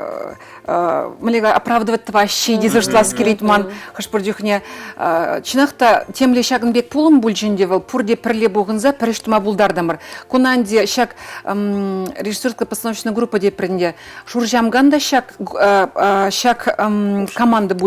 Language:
Chuvash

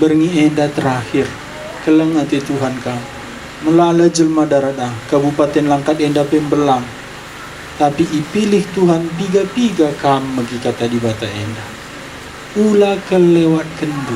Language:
Batak Karo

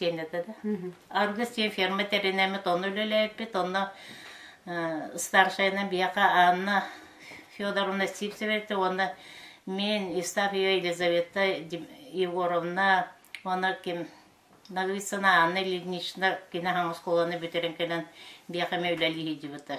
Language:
Yakut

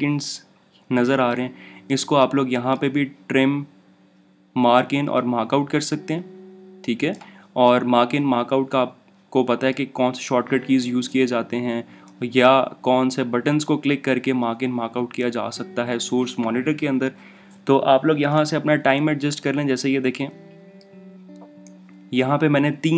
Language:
Hindi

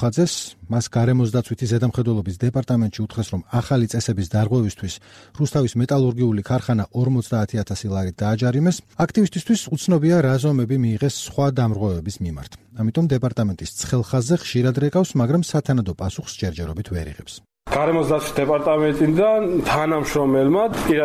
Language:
Georgian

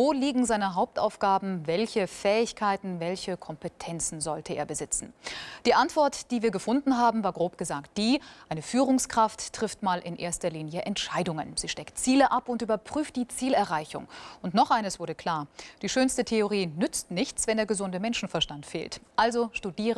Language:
German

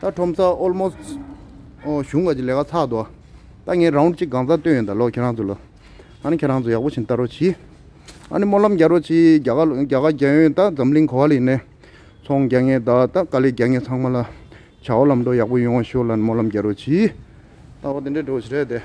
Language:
Tibetan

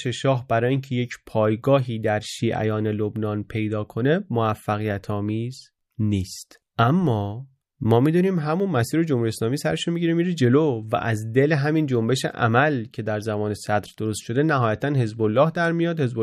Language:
Persian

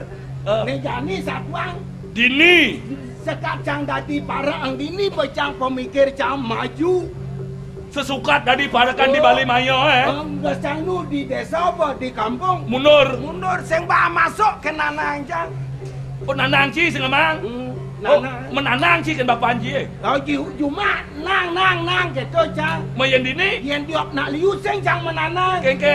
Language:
Balinese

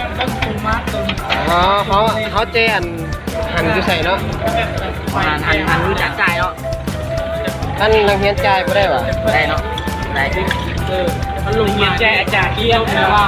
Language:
Lao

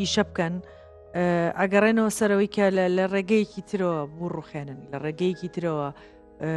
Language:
Central Kurdish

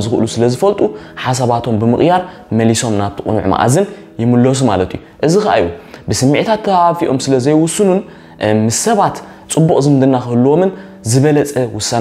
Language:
Tigrinya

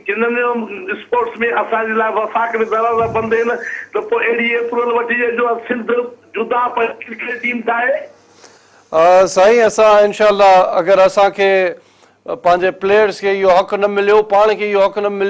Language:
Sindhi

